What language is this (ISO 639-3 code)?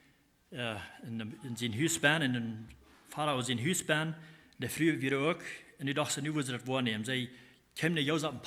pdt